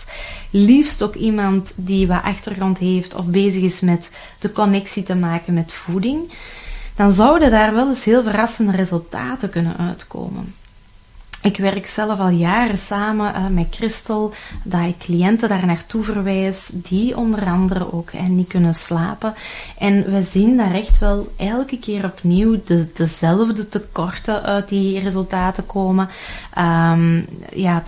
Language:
Dutch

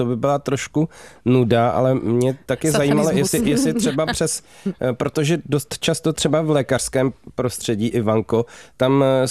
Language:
Czech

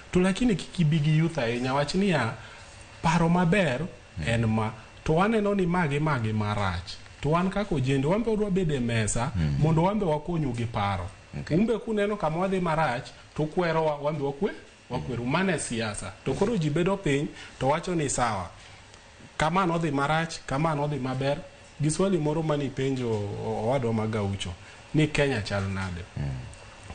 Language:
Luo (Kenya and Tanzania)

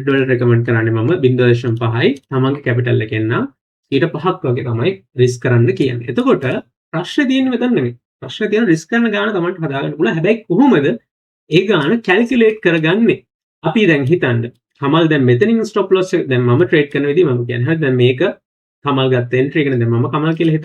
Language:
Sinhala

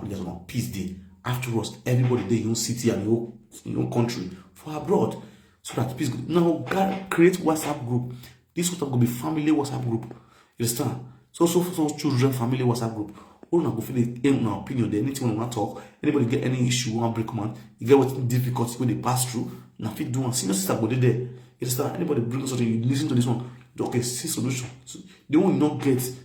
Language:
Nigerian Pidgin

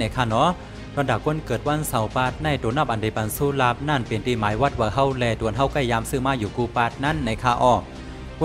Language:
Shan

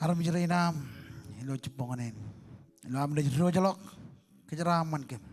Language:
Marshallese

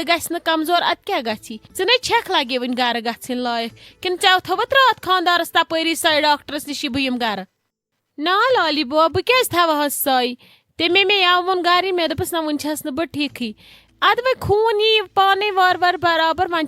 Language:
Kashmiri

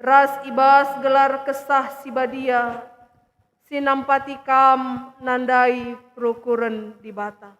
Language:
Batak Karo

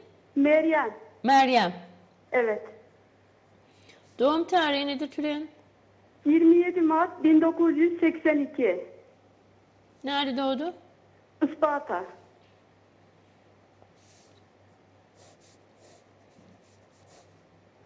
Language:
Turkish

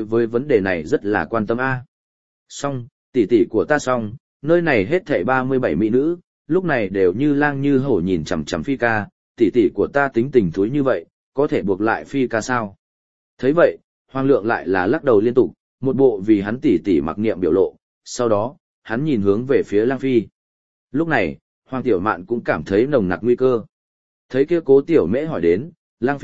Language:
Vietnamese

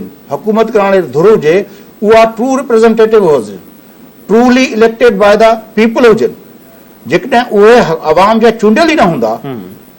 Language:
Sindhi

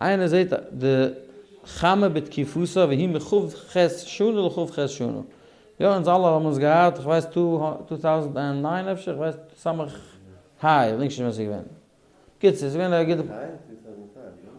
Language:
Yiddish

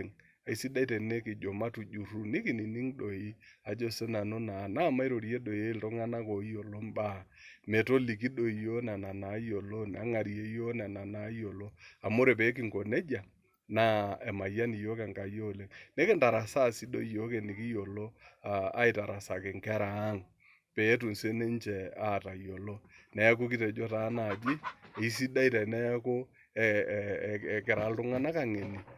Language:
Masai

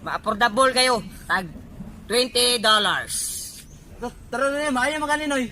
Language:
Cebuano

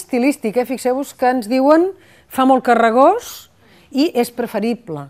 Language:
Catalan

